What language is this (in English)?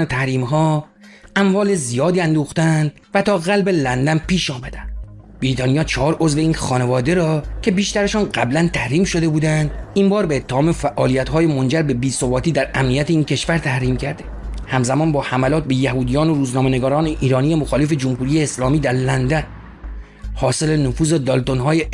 Persian